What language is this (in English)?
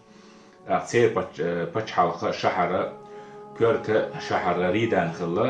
Chechen